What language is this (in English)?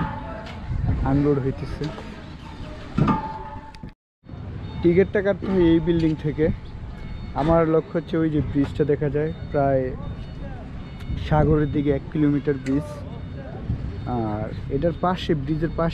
Bangla